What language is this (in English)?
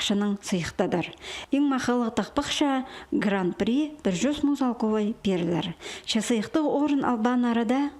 Khakas